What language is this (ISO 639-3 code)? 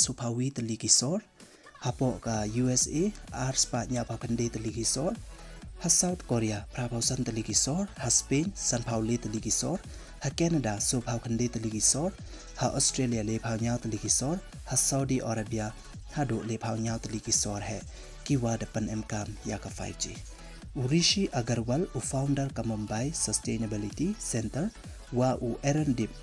pbv